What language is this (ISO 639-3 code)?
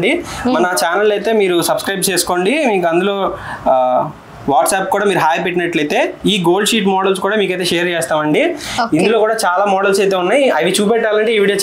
tel